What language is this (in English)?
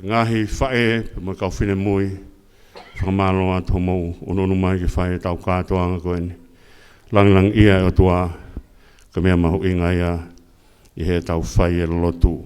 Tongan